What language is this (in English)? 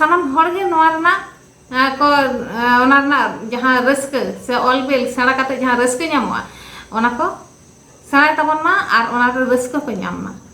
Santali